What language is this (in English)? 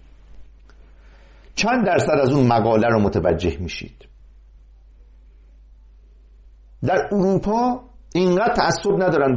Persian